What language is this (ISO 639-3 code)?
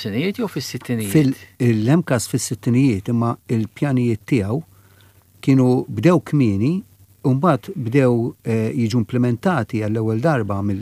mlt